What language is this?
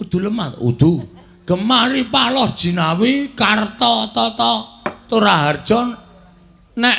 Javanese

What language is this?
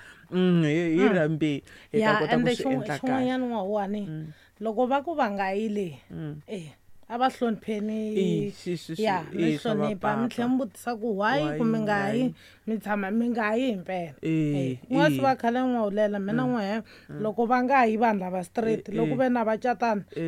Tsonga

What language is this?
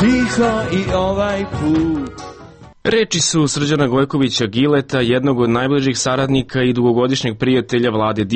Serbian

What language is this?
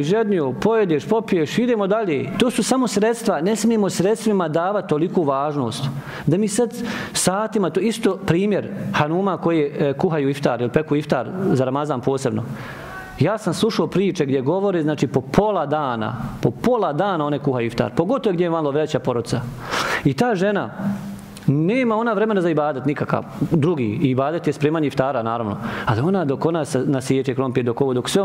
Bosnian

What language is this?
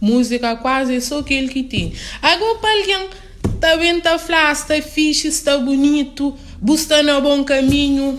Kabuverdianu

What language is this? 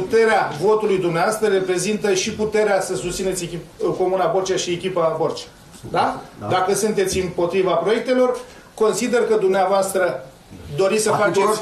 Romanian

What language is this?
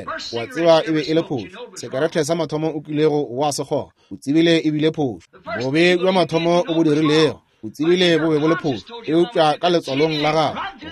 Northern Sotho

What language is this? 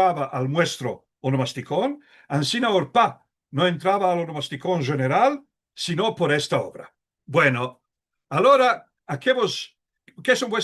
Ladino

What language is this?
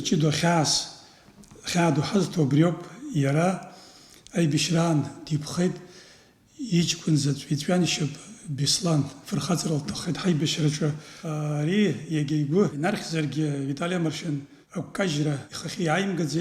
Abkhazian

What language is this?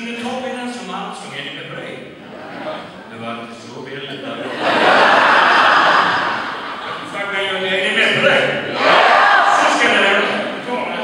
Swedish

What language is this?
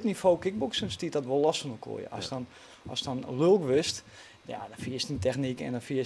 Western Frisian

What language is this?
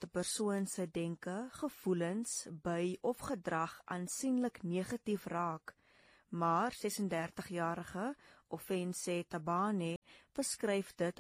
Afrikaans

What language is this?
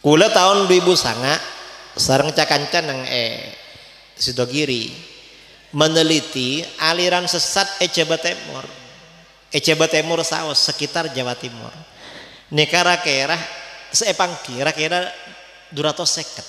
Madurese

